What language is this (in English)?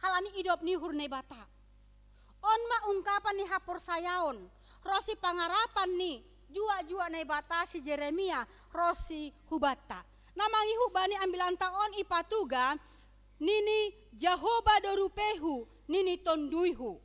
Batak Simalungun